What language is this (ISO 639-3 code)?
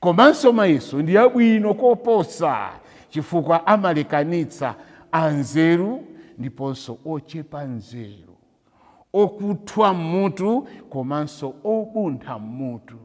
nya